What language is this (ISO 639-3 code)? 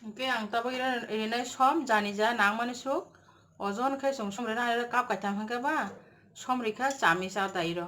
trp